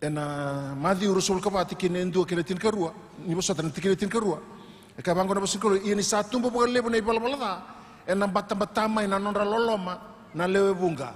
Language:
Fijian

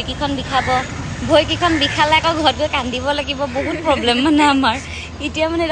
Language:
Assamese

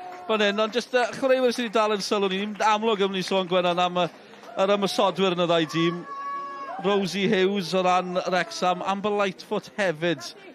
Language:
Welsh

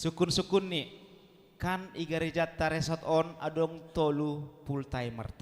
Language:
Batak Simalungun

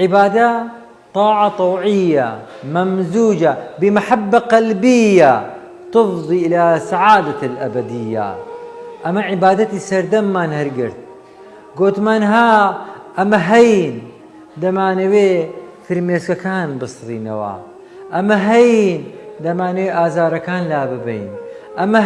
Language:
Central Kurdish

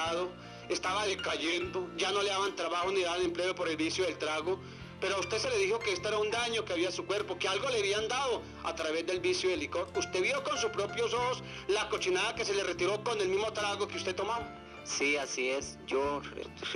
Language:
Spanish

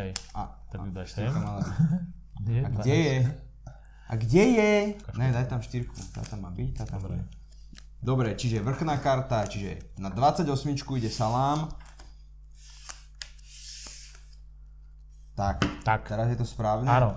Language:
Slovak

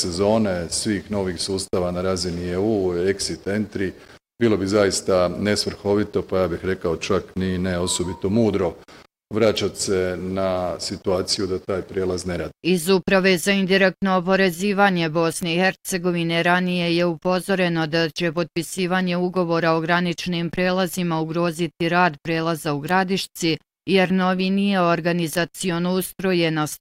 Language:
Bosnian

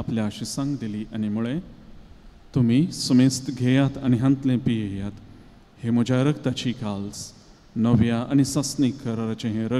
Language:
Konkani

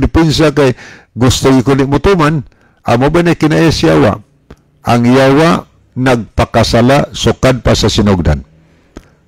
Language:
Cebuano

